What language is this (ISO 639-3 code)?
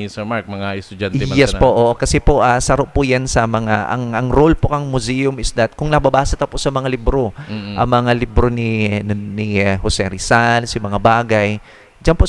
bik